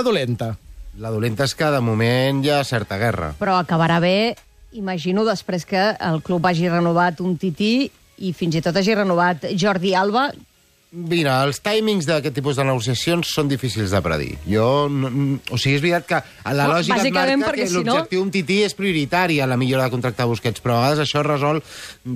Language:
Catalan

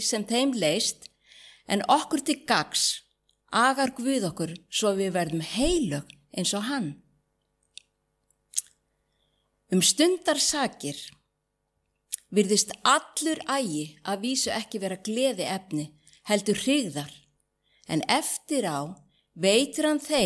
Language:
Icelandic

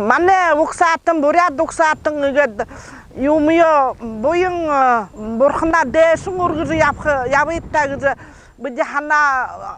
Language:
Buriat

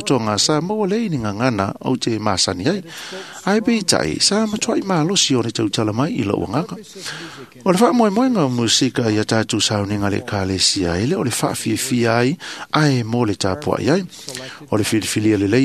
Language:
Samoan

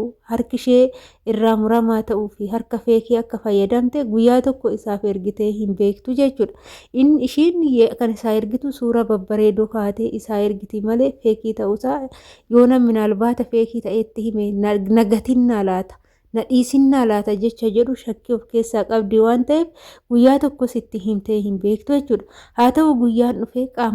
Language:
Oromo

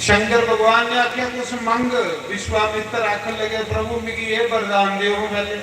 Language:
Dogri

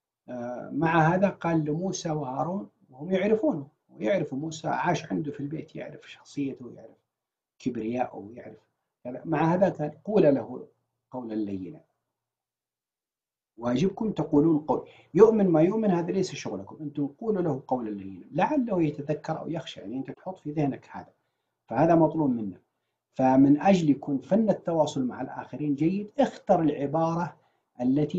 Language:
Arabic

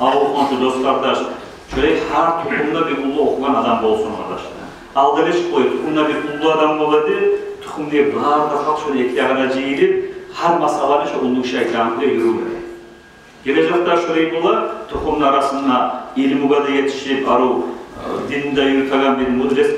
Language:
Kumyk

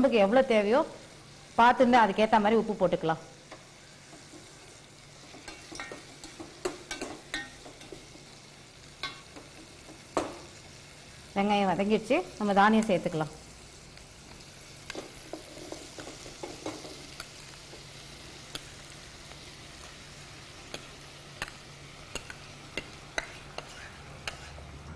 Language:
Tamil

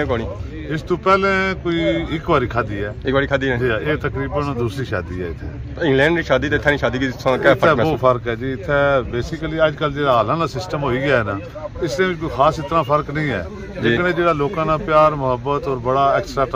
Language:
Pahari-Potwari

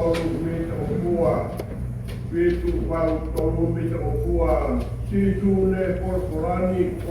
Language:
Tongan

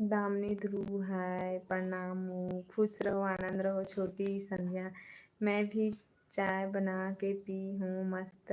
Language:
Chhattisgarhi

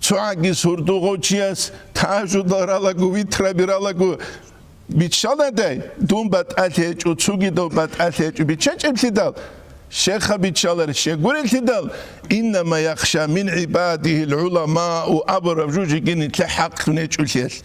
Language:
Avaric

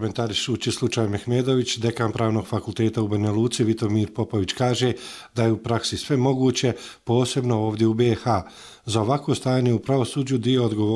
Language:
Bosnian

